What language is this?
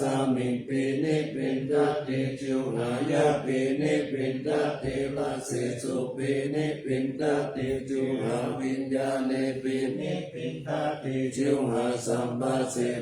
Pali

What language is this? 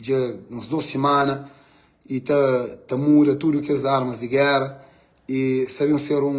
Kabuverdianu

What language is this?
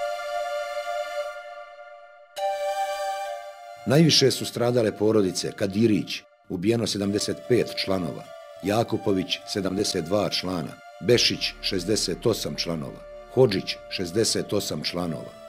Bosnian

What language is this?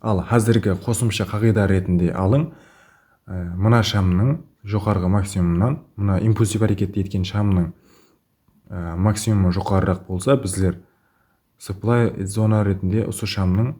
Kara-Kalpak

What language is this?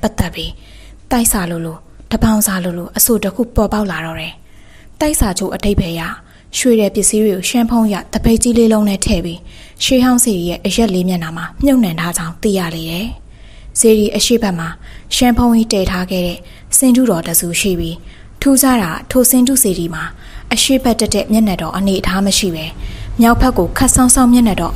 Burmese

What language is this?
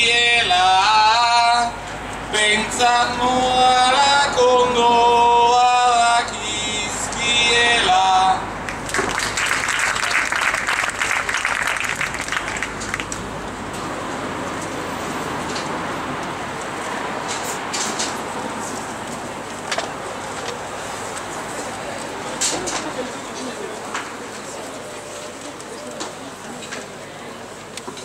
Basque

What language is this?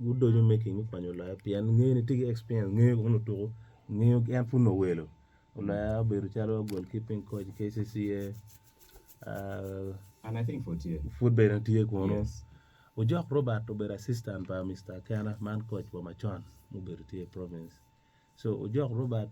Acoli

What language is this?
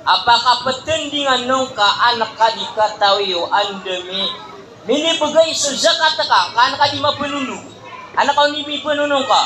Maranao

